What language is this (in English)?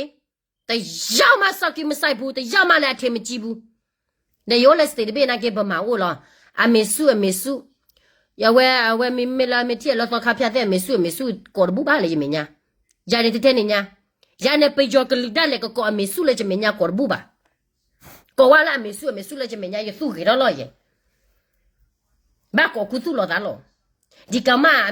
S'gaw Karen